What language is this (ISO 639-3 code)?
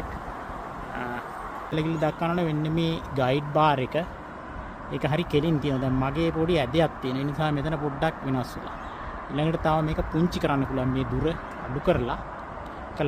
sin